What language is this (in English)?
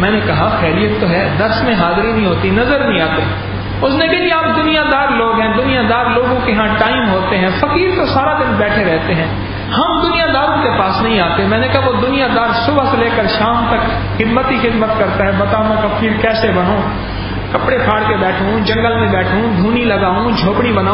Urdu